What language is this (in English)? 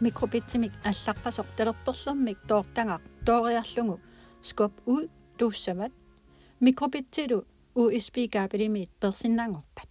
Kalaallisut